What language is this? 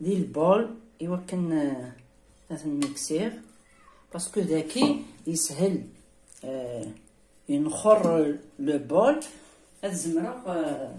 Kabyle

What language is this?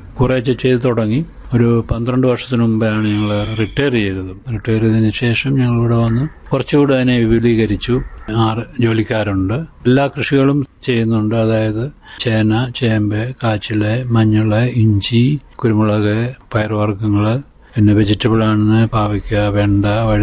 Malayalam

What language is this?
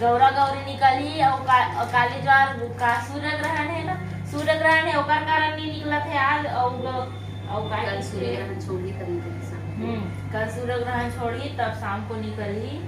Chhattisgarhi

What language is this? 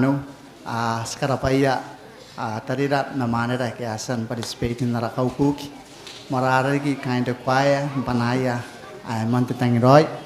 Gilbertese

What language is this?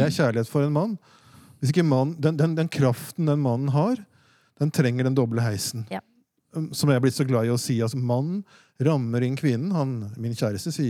Norwegian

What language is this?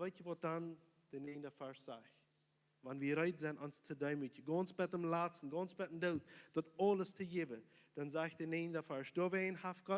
Plautdietsch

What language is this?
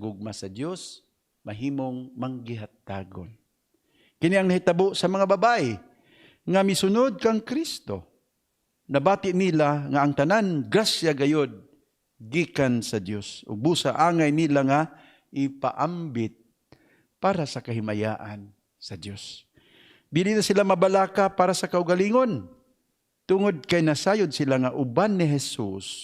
Cebuano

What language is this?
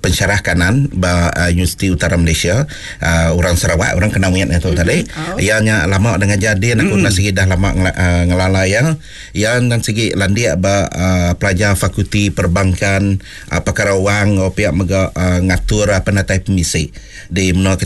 Iban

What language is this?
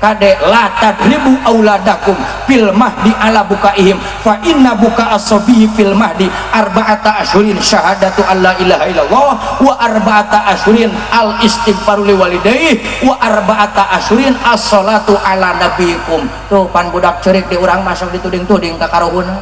Sundanese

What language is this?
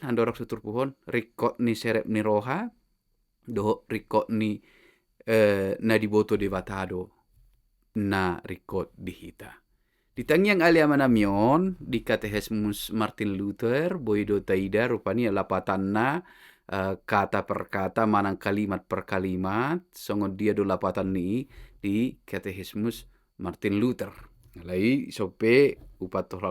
Batak Toba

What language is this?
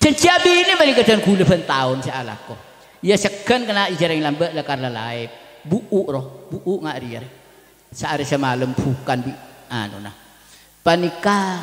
Madurese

